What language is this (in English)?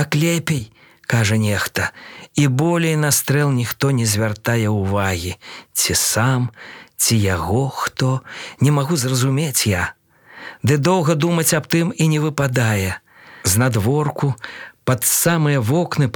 Belarusian